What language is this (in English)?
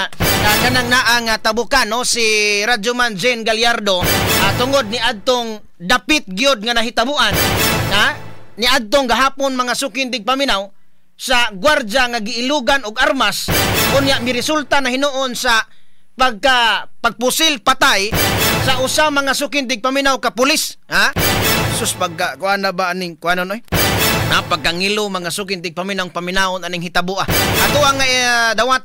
Cebuano